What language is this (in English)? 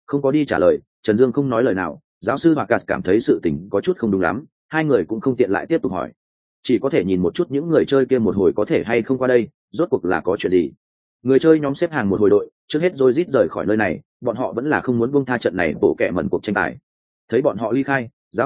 Vietnamese